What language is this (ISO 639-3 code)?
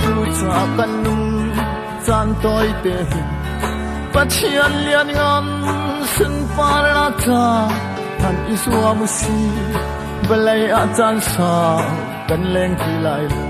cnh